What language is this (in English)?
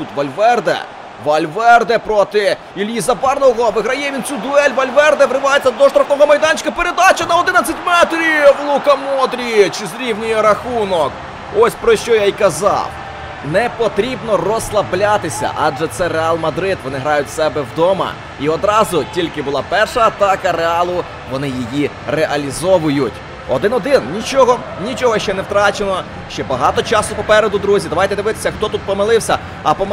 Ukrainian